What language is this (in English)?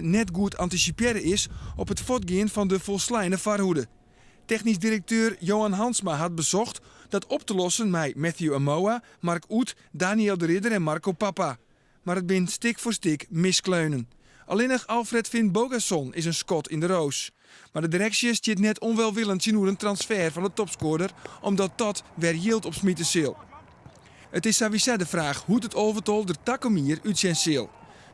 Western Frisian